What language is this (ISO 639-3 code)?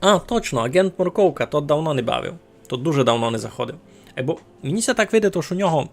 rue